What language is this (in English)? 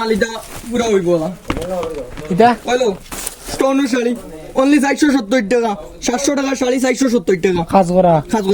Sylheti